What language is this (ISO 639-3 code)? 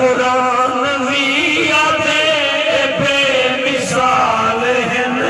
skr